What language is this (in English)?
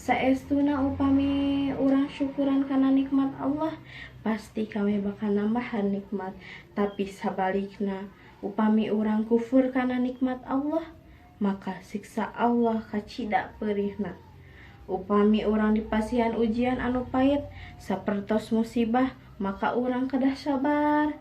Sundanese